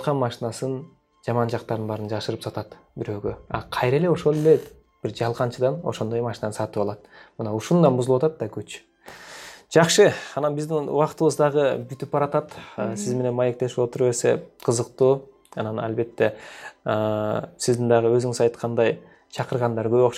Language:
Kyrgyz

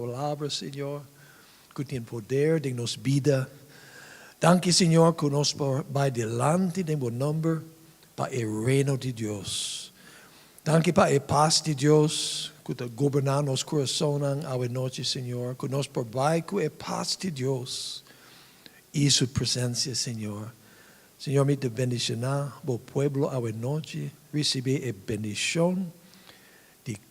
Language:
Papiamento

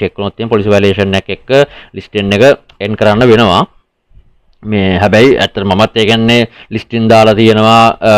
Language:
Sinhala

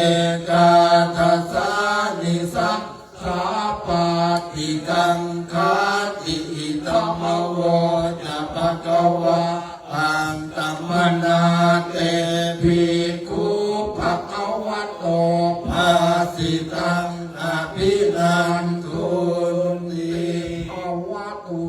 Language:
Pali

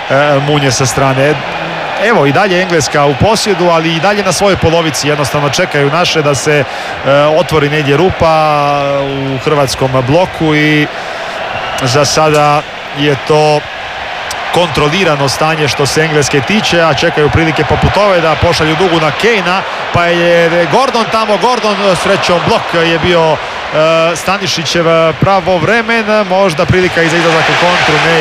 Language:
Croatian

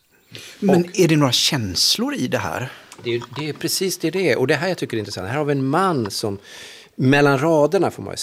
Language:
Swedish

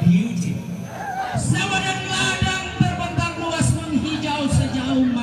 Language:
Toraja-Sa'dan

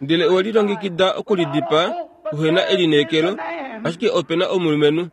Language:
Kuanyama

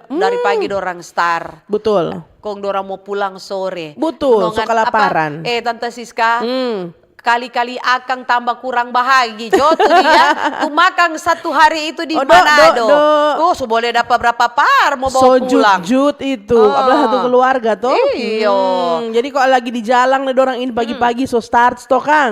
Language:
Manado Malay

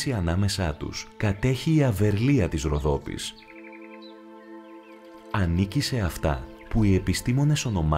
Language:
Greek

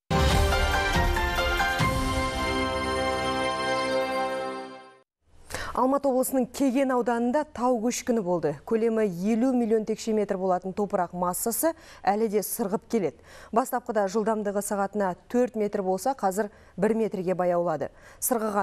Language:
Kazakh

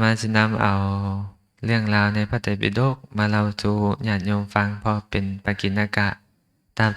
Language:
Lao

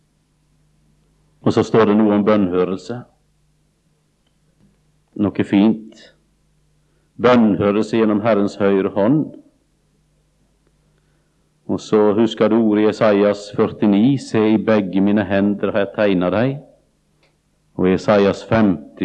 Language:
Norwegian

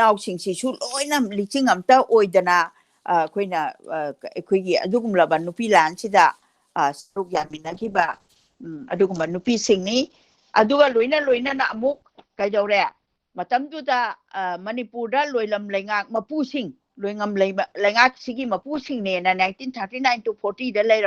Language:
Manipuri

